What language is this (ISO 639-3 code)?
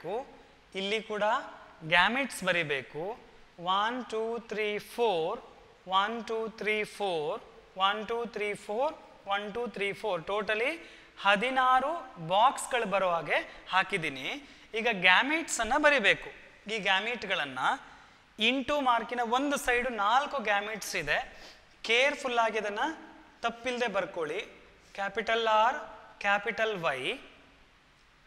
kan